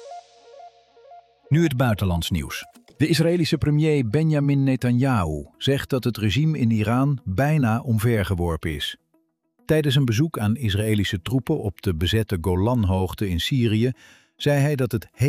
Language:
Dutch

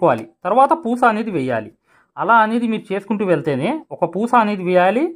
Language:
Telugu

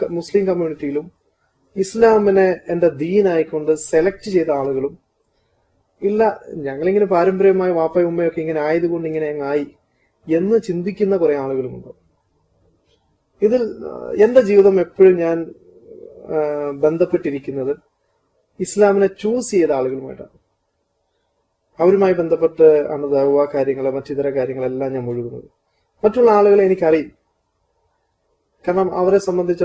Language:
Malayalam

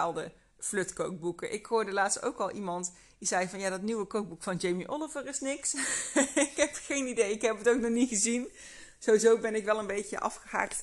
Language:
Dutch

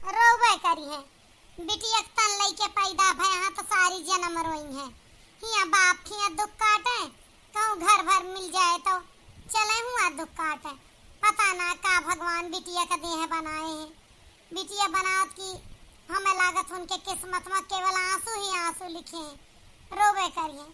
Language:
Awadhi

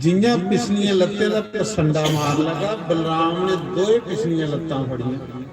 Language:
Dogri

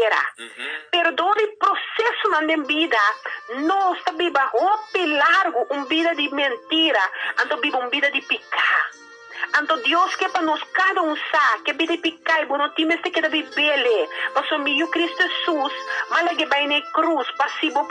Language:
Papiamento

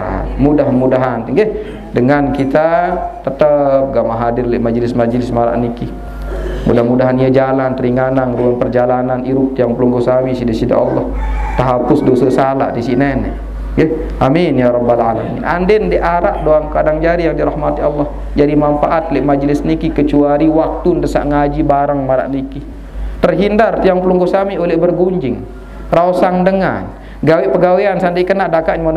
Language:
Sasak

